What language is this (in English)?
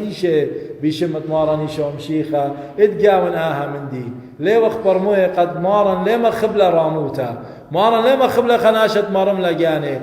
Assyrian Neo-Aramaic